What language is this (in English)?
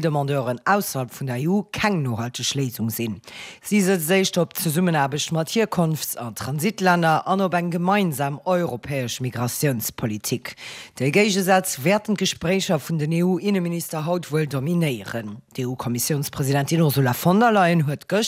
Luxembourgish